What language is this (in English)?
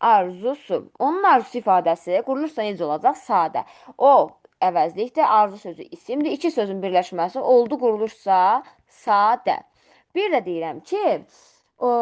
Azerbaijani